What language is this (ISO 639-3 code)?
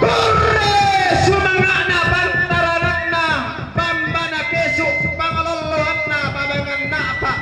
sda